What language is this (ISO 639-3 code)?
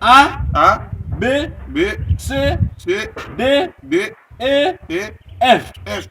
hat